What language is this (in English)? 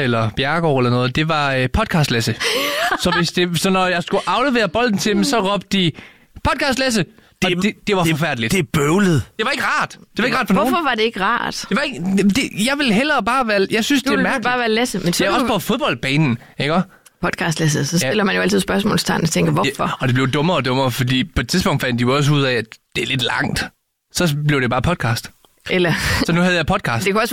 Danish